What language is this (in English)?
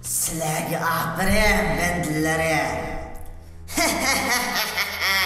Uyghur